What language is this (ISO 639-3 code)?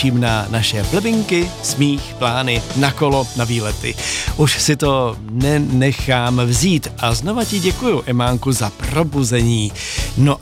ces